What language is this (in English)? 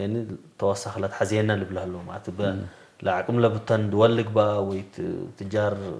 Tigre